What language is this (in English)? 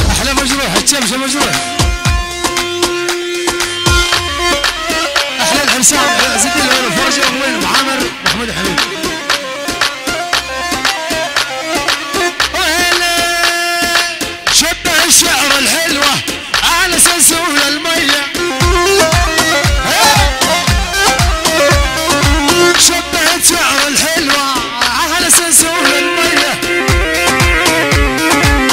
Arabic